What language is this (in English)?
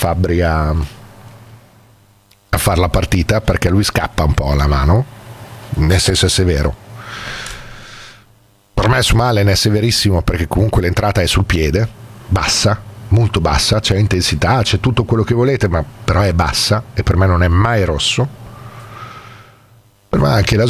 Italian